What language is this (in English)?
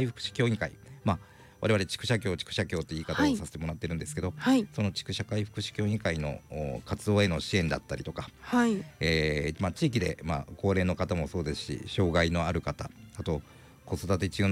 Japanese